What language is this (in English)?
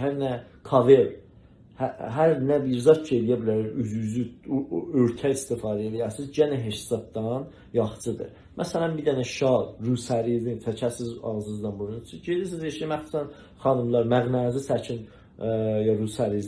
South Azerbaijani